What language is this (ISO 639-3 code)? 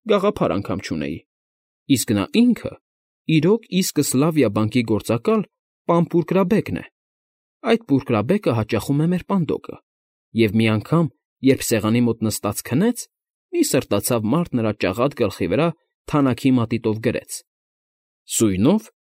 hye